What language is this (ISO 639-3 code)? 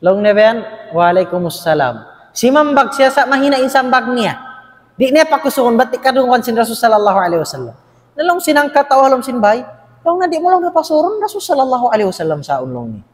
tsg